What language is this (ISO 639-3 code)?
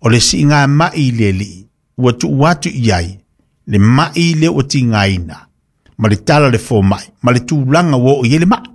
smo